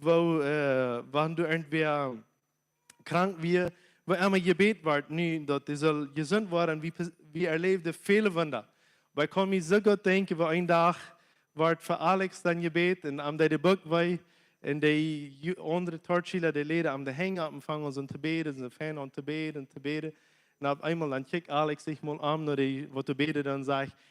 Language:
Plautdietsch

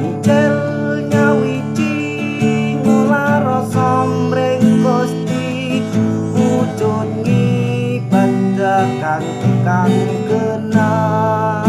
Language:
Javanese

